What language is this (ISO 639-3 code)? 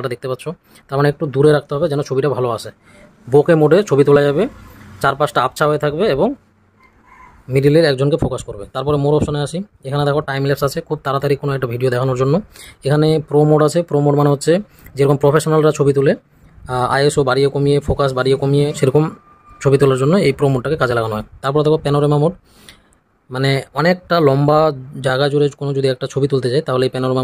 ben